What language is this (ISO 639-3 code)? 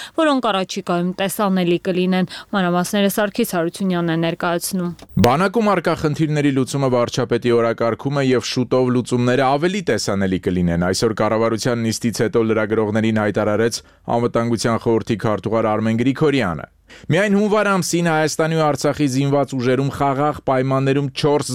hye